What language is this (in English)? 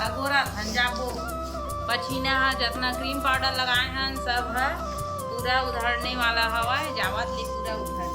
Chhattisgarhi